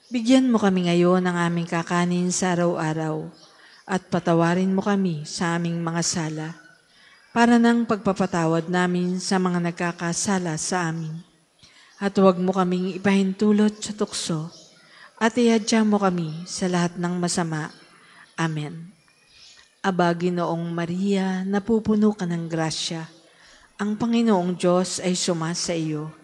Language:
Filipino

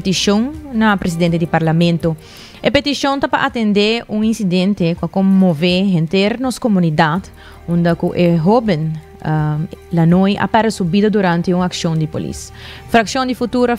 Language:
Papiamento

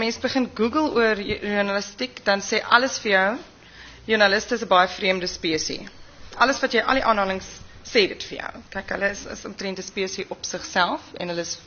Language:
Afrikaans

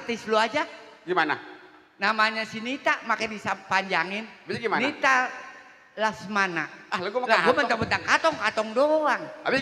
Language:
Betawi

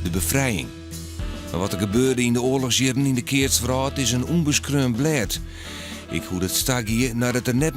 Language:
Western Frisian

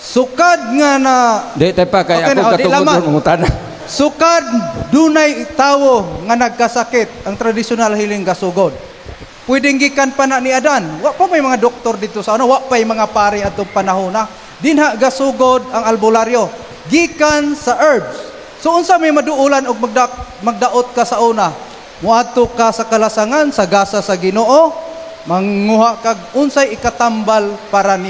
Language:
Cebuano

